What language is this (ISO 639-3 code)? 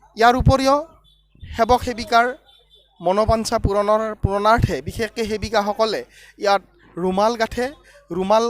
asm